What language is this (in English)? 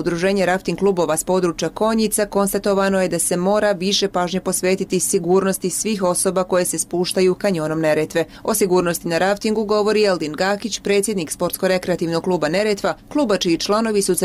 Bosnian